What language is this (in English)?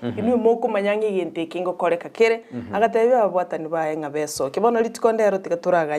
Gusii